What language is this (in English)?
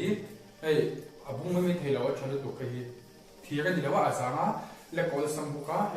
Mizo